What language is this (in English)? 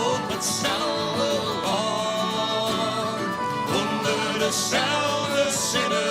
Western Frisian